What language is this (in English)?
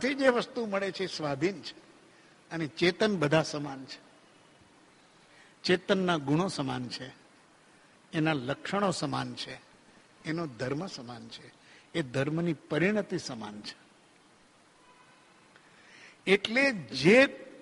Gujarati